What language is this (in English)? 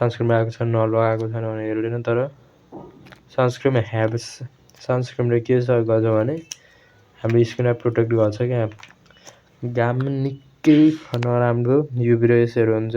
Nepali